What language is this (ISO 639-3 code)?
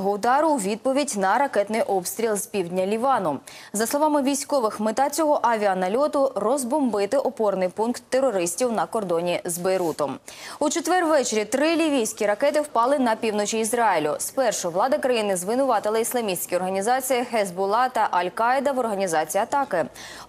ukr